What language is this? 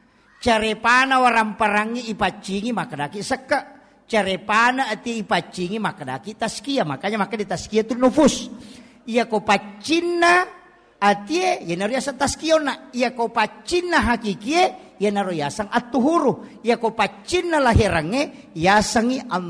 Buginese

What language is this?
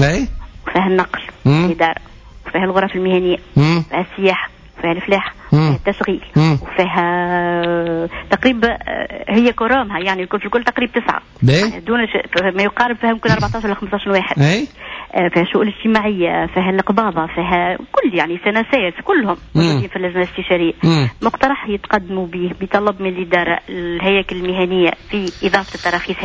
Tunisian Arabic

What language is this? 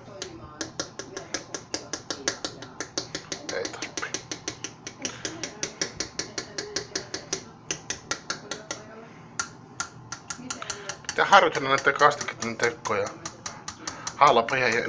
Finnish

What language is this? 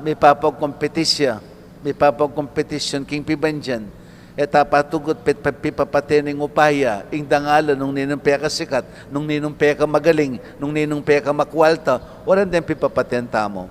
Pampanga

